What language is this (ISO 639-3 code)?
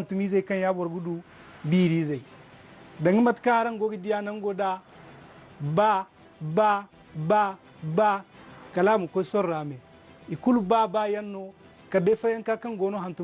dje